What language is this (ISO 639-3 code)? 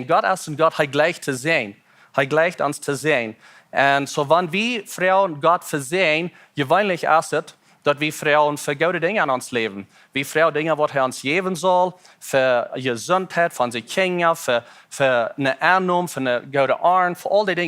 pdt